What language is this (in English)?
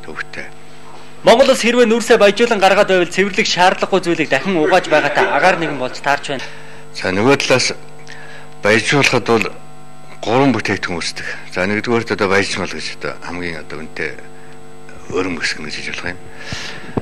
Mongolian